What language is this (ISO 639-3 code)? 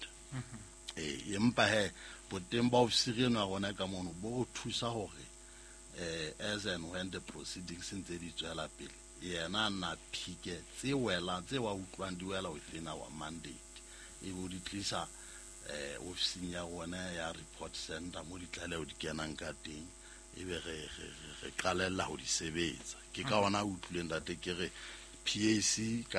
sot